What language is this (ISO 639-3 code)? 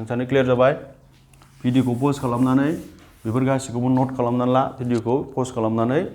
brx